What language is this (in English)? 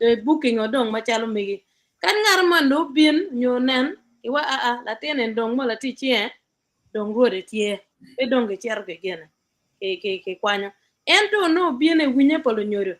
Acoli